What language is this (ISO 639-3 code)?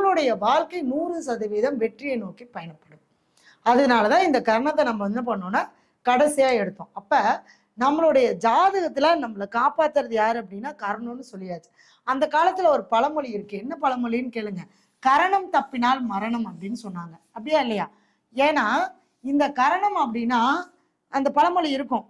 tam